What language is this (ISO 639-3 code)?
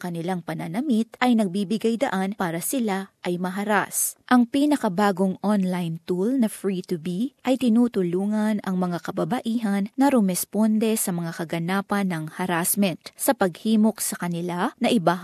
fil